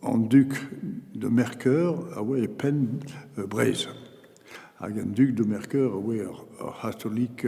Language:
Breton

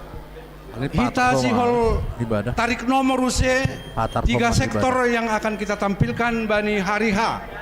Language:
Batak Simalungun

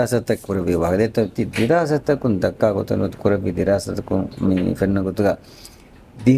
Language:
Divehi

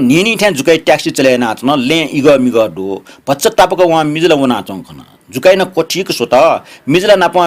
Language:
Newari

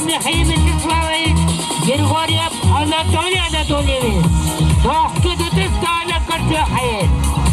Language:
Yakut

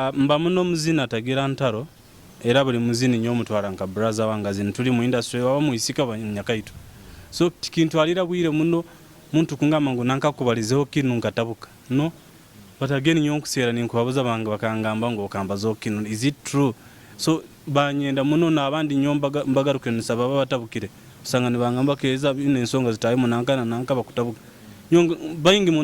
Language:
Nyoro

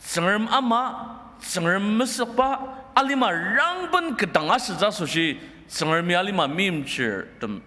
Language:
Ao Naga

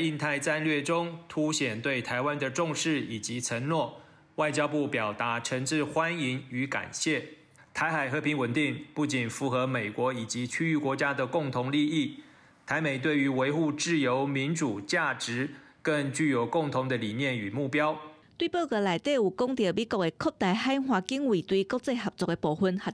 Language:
Min Nan Chinese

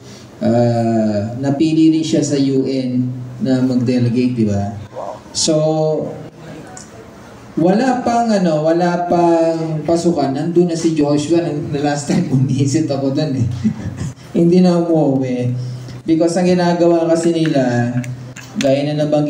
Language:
Filipino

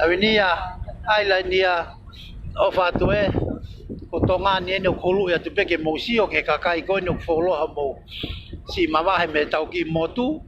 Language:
Tongan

